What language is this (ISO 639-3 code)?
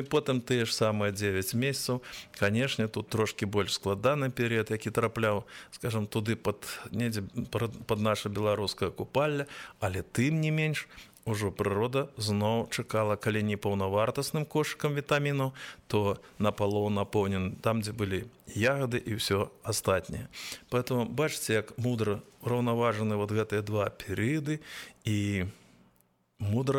bel